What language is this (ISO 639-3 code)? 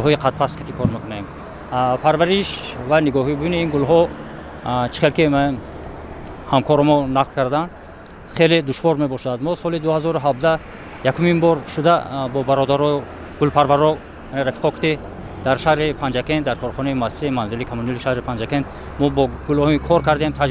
tgk